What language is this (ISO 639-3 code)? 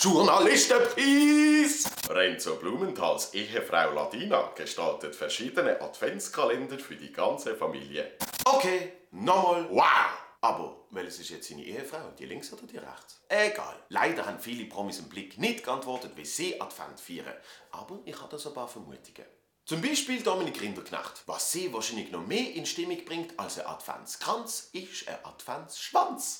gsw